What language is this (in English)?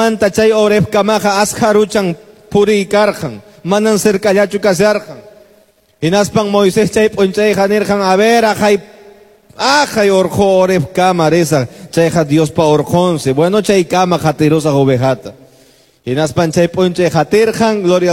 Quechua